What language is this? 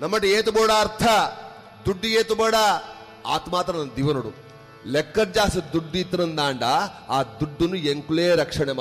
Tulu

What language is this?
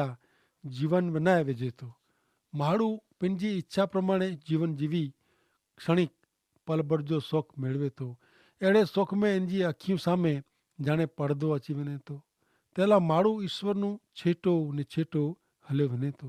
Kachhi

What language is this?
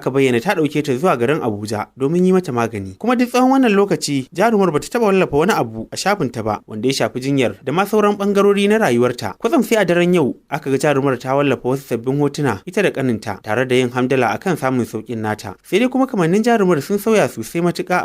Hausa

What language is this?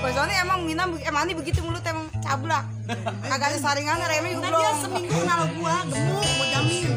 Betawi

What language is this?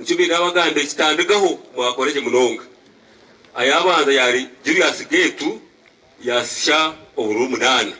Nyankole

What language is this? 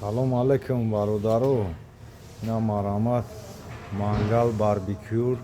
Tajik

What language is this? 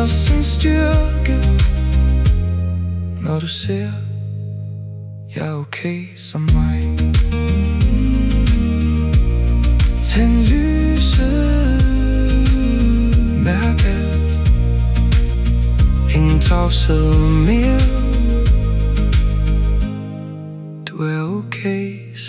Danish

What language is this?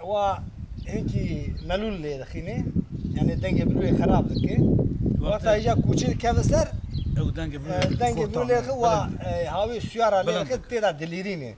Kurdish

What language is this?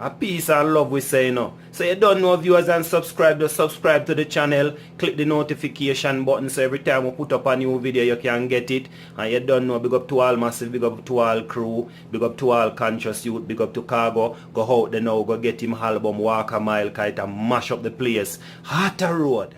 Jamaican Creole English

